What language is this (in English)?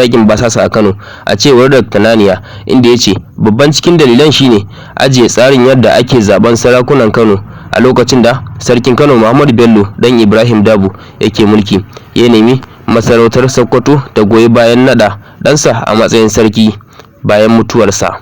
Hausa